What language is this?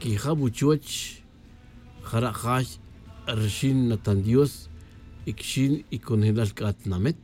Tz'utujil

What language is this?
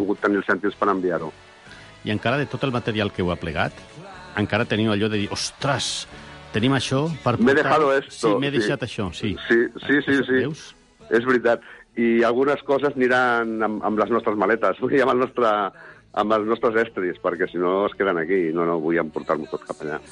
Catalan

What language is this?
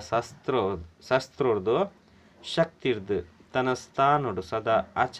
Tulu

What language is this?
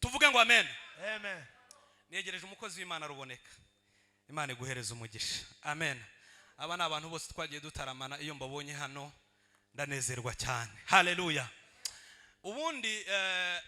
Kinyarwanda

